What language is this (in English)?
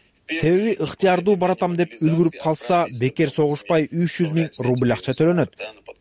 Kyrgyz